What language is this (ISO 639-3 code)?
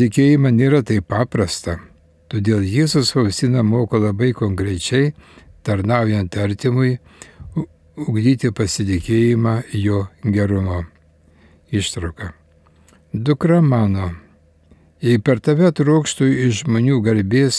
lit